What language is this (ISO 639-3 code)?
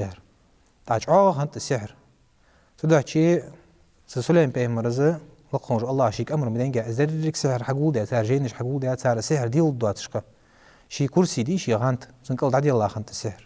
inh